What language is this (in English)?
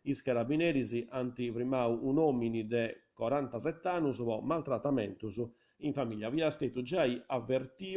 Sardinian